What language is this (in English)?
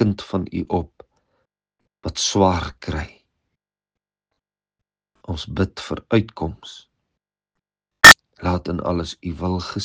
Afrikaans